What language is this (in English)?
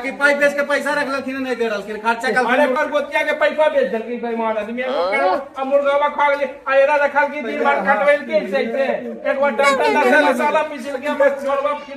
Magahi